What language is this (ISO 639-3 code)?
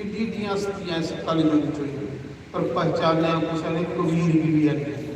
doi